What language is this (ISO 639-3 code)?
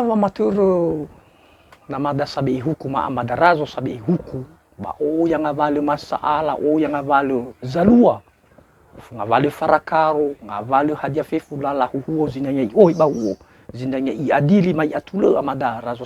nia